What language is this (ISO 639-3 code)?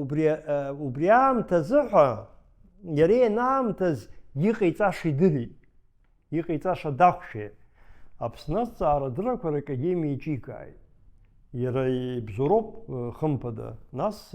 abk